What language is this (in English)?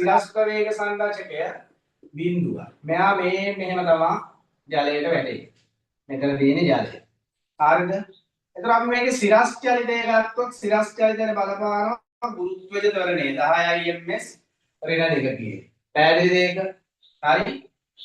Sinhala